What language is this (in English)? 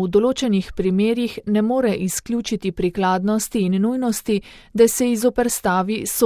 Slovenian